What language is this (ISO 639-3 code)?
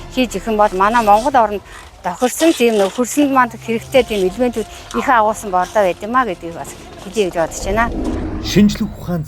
mon